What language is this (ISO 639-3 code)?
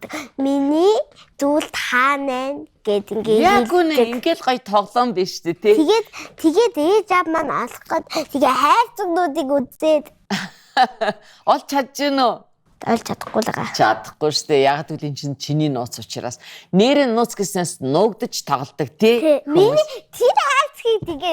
mon